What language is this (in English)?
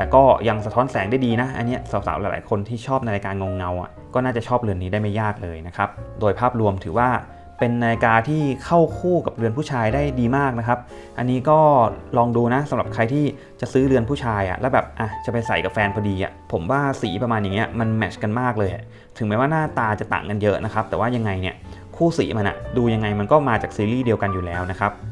Thai